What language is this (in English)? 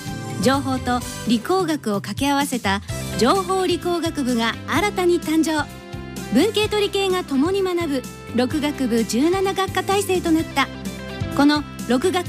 Japanese